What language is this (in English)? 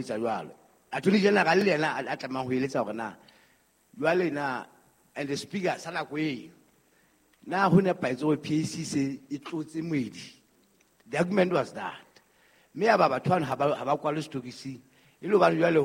Southern Sotho